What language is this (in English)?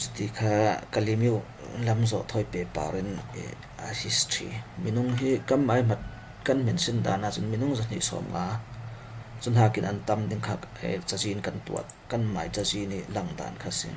Falam Chin